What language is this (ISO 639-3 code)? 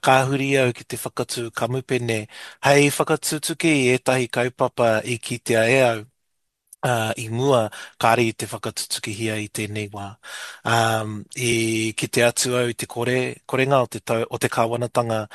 mri